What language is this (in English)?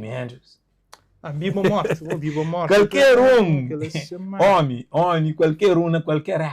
Kabuverdianu